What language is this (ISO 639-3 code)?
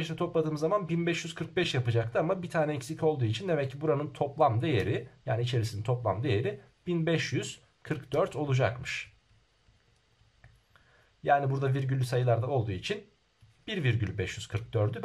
tur